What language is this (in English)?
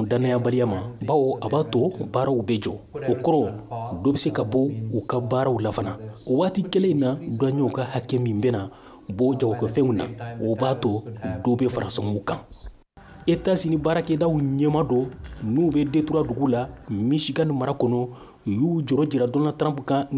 Bambara